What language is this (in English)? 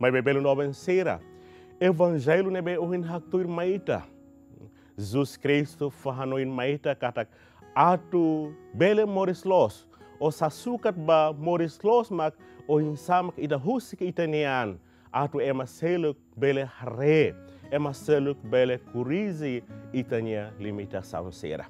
Tetum